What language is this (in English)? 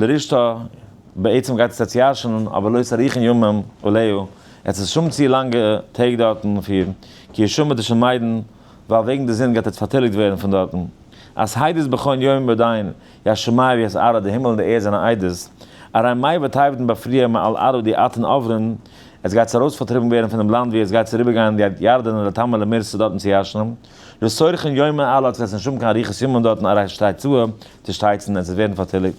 Yiddish